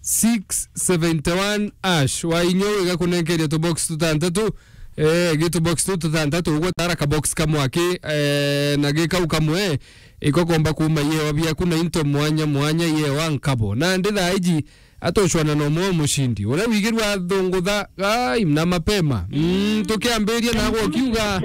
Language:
Meru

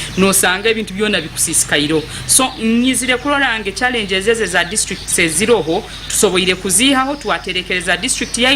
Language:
Nyankole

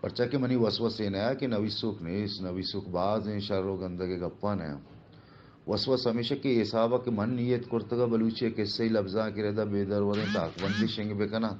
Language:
Baluchi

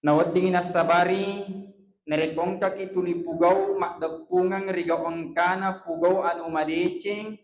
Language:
Buginese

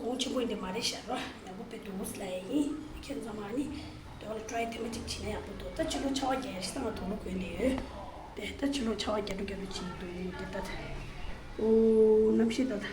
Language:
Tibetan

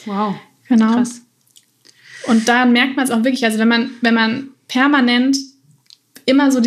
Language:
German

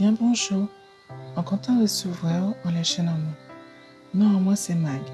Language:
Guadeloupean Creole French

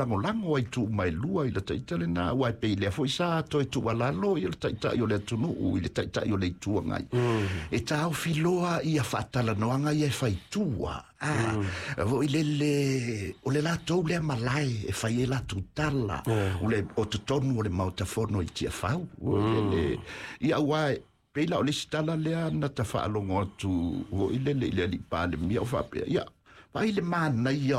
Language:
Samoan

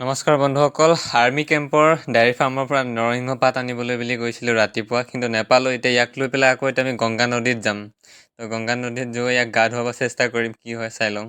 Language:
Assamese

